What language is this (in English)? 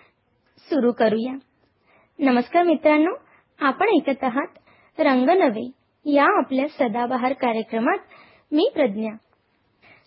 Marathi